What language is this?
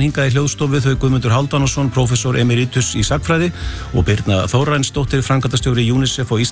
Icelandic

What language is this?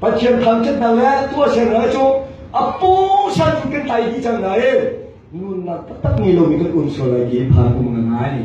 Hakha Chin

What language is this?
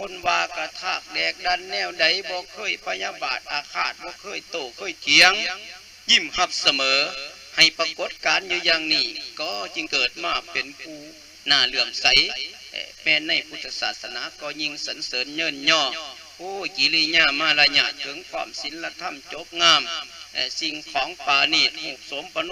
Lao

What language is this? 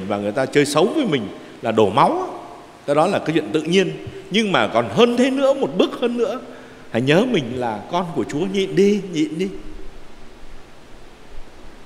Vietnamese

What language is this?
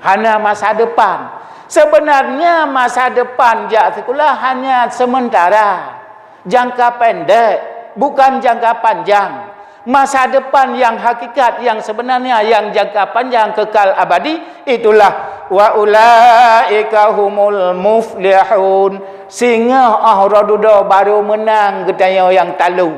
Achinese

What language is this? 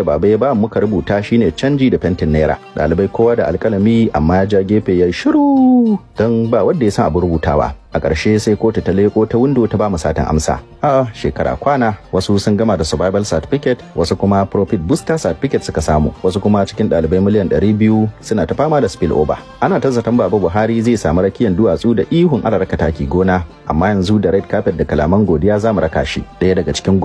Hausa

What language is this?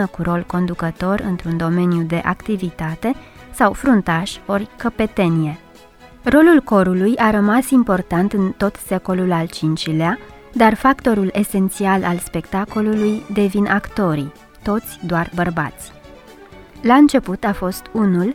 Romanian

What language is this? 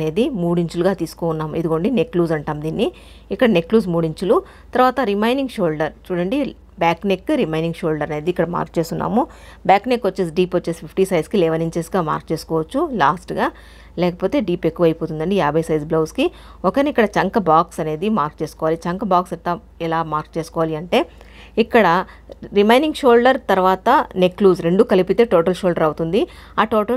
Telugu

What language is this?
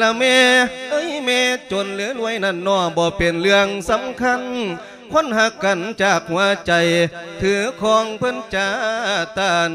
Lao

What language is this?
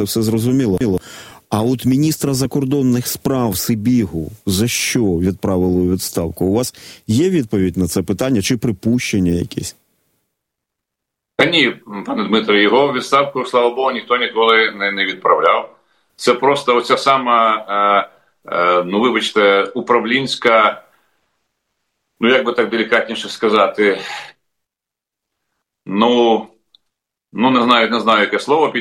Ukrainian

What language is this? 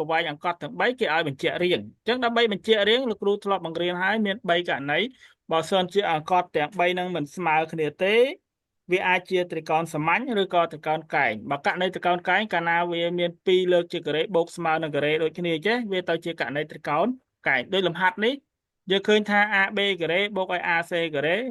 Khmer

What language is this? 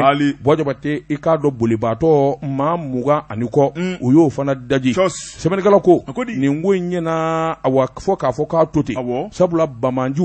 Bambara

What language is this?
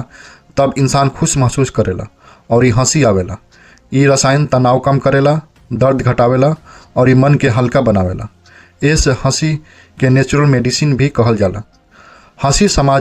Bhojpuri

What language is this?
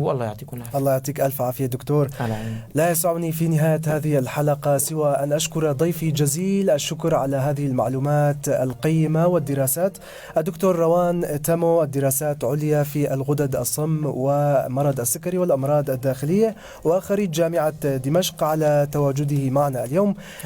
North Levantine Arabic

